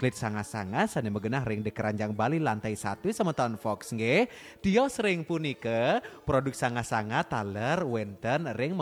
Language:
Balinese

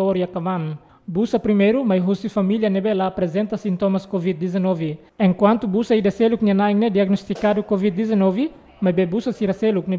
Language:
Tetum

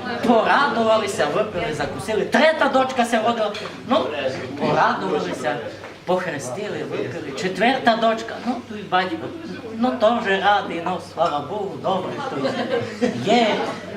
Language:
Rusyn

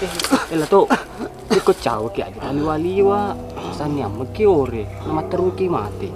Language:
Buginese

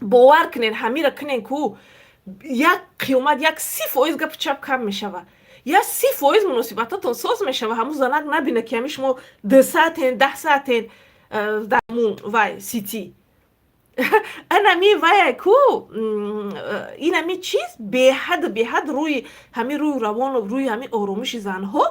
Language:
Tajik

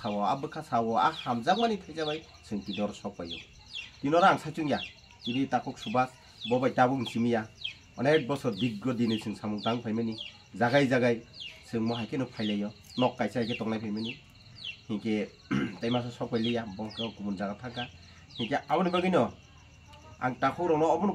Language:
Kok Borok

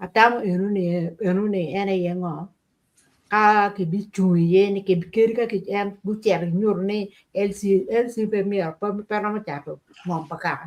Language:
Acoli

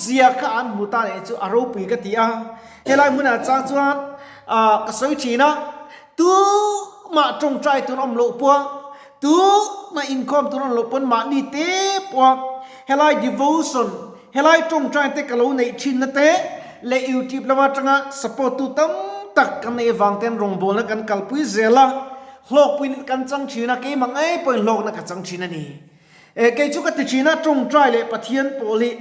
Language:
Mizo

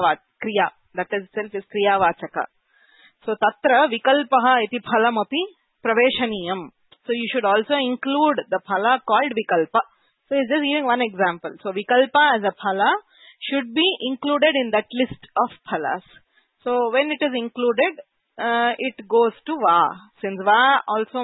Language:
Sanskrit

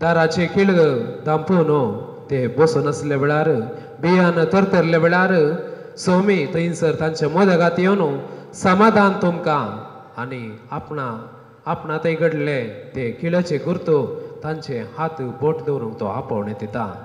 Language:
Konkani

